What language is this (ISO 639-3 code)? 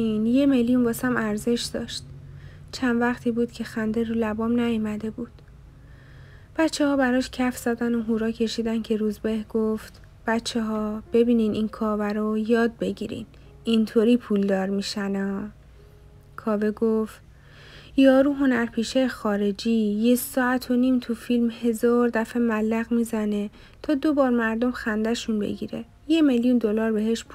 fas